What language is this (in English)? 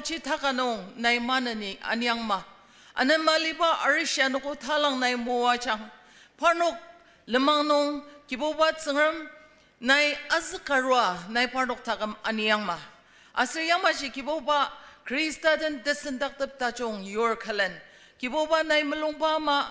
Ao Naga